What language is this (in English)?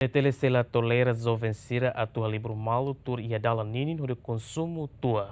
Tetum